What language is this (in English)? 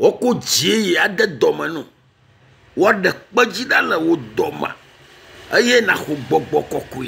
Ewe